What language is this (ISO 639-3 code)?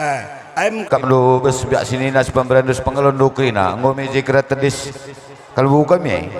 btx